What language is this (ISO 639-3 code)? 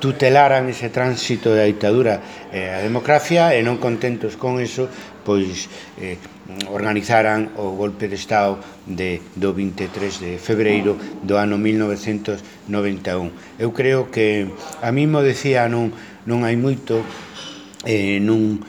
glg